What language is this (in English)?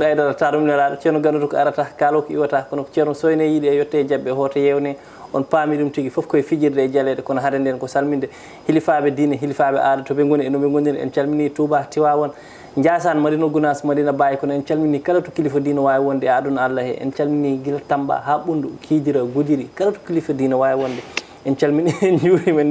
Fula